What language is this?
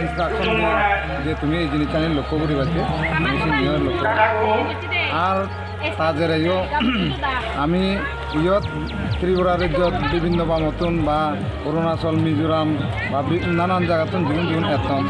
Chakma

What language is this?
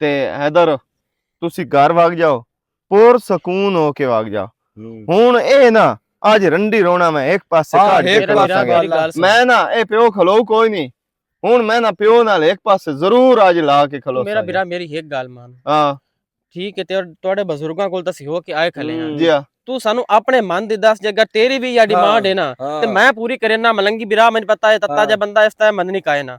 Western Panjabi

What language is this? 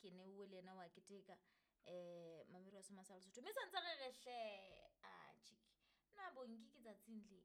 Southern Sotho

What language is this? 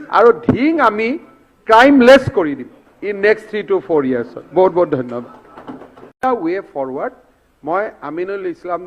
Assamese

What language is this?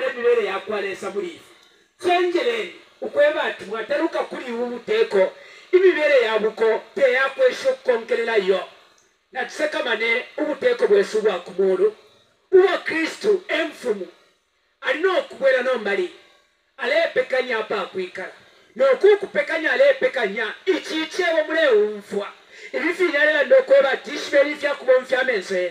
Bemba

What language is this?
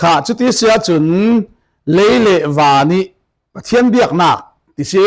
Falam Chin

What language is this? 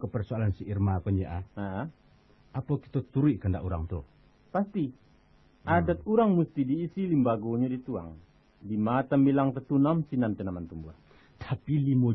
Minangkabau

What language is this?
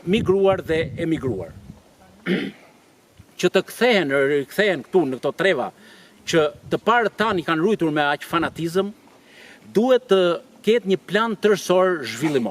Albanian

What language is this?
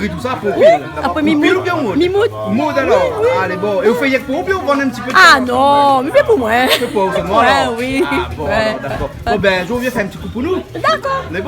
Réunion Creole French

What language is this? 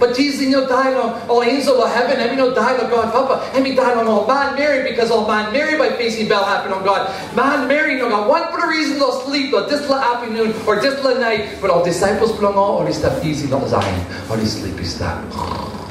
Tok Pisin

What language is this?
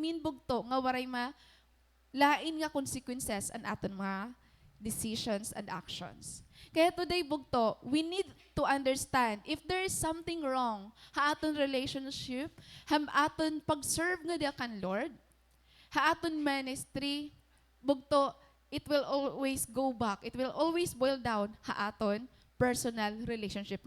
Waray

